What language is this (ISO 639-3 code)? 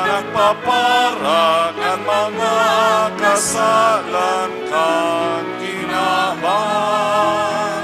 bik